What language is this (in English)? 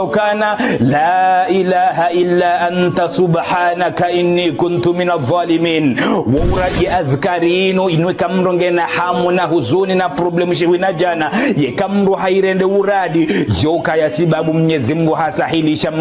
Ngazidja Comorian